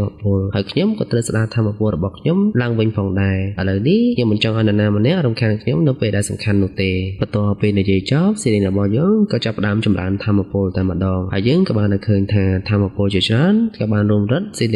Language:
Khmer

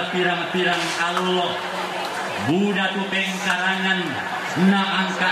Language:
Toraja-Sa'dan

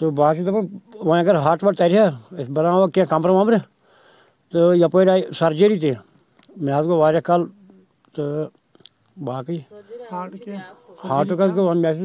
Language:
Kashmiri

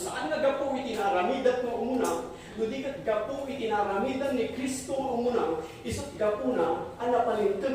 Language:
Iloko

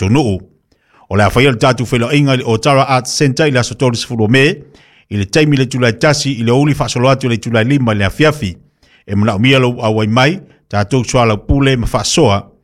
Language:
Samoan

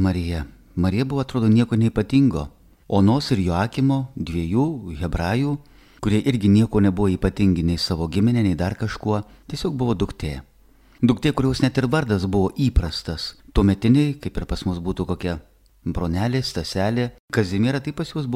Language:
Lithuanian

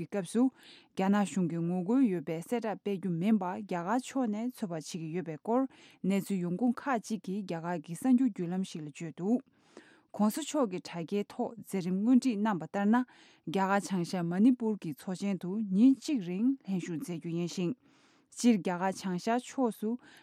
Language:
Tibetan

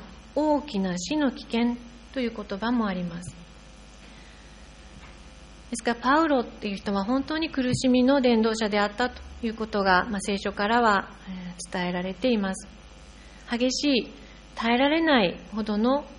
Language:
Japanese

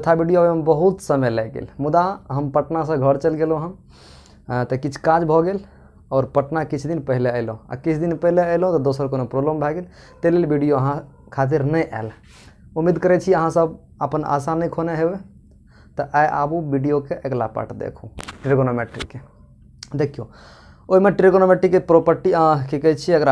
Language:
Maithili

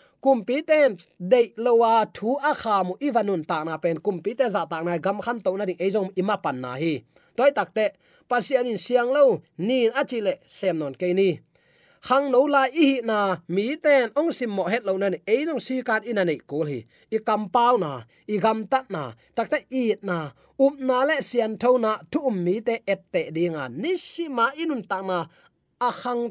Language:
Tedim Chin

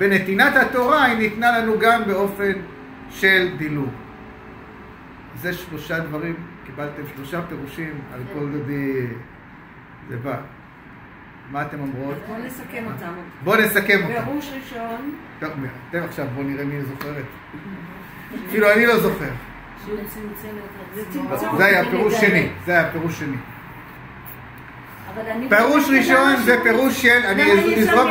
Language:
Hebrew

